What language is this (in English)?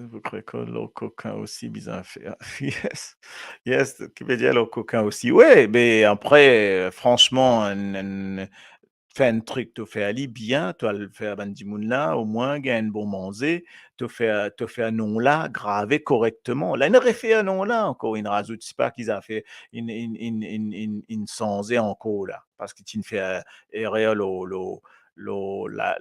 Morisyen